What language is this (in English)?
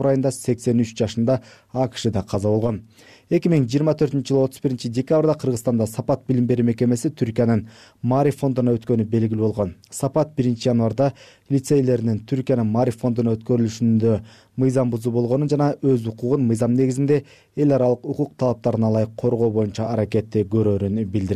Kyrgyz